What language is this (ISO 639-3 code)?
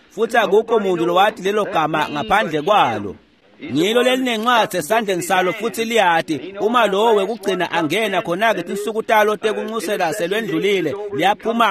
ssw